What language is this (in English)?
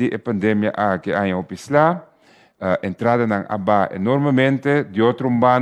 Papiamento